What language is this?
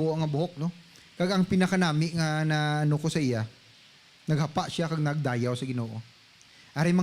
Hiligaynon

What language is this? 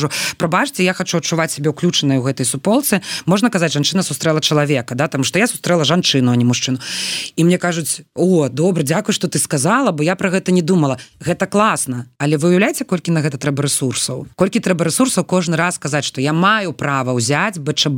Belarusian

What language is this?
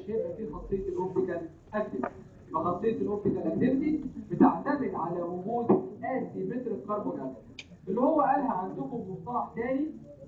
Egyptian Arabic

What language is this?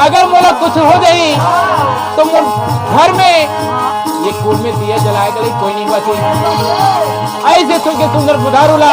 Chhattisgarhi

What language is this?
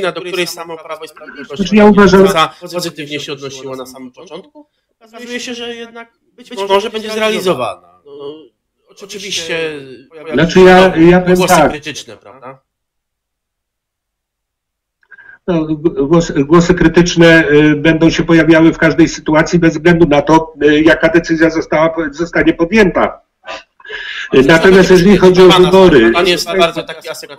Polish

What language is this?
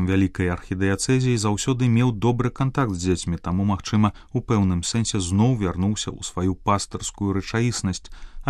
Belarusian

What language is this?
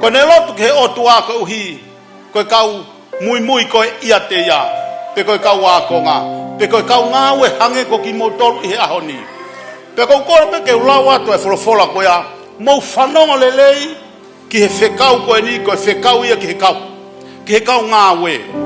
Tongan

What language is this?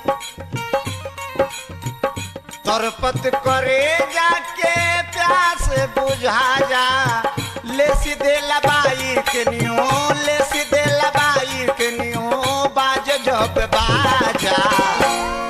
Bhojpuri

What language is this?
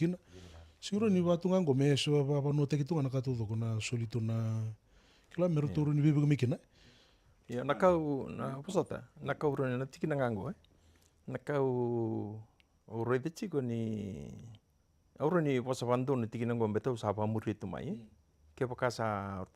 Fijian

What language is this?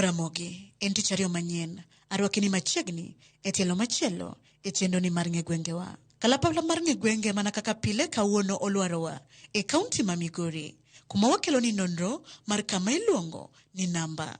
Luo (Kenya and Tanzania)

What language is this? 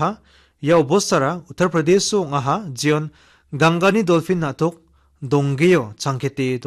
Garo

